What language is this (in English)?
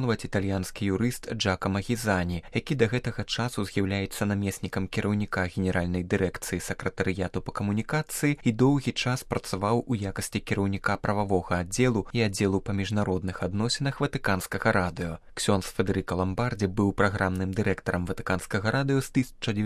Belarusian